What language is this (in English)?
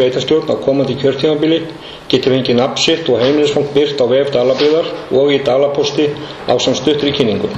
Icelandic